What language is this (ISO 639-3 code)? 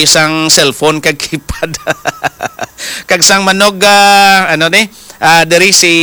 hil